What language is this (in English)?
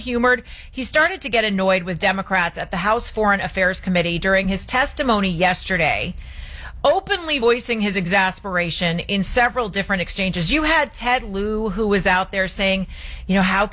English